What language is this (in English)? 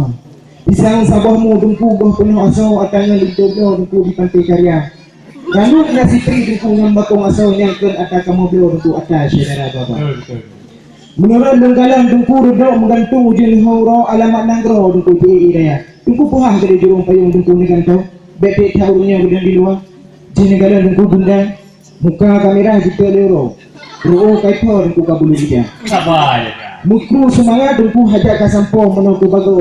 Achinese